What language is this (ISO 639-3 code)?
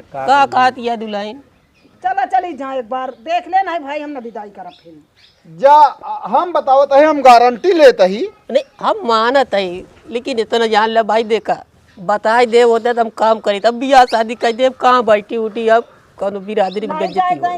awa